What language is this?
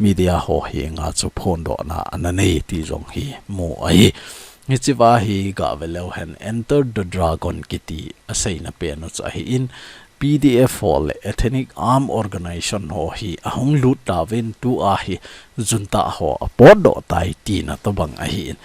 Thado Chin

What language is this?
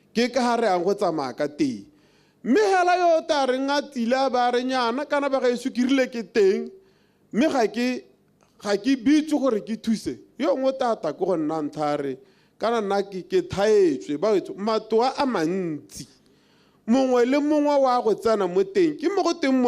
Tswana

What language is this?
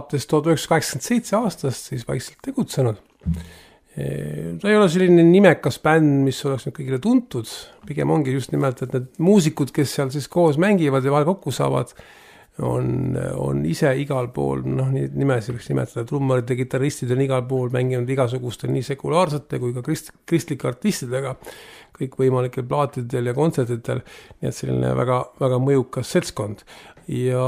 Estonian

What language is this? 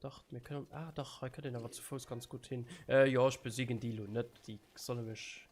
Luxembourgish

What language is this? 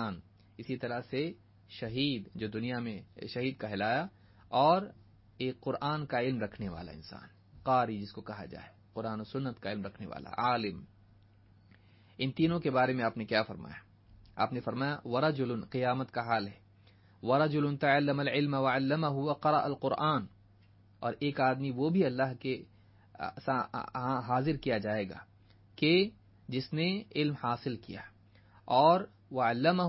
Urdu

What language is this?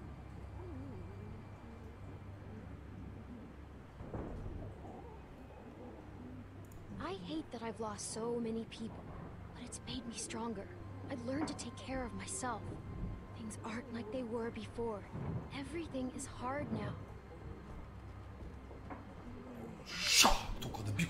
Turkish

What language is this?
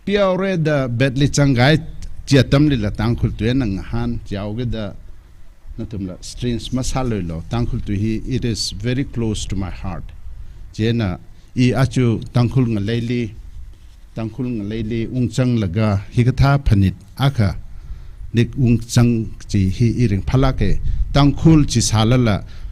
Tangkhul Naga (India)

